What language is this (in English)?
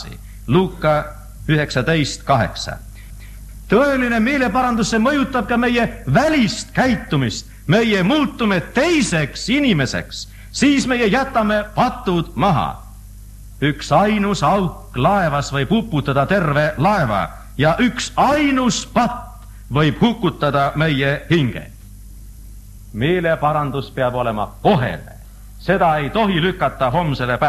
Estonian